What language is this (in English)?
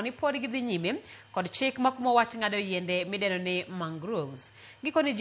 Luo (Kenya and Tanzania)